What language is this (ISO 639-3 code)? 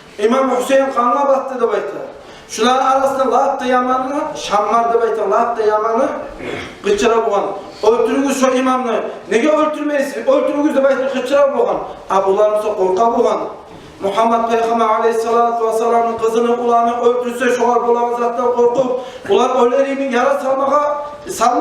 kum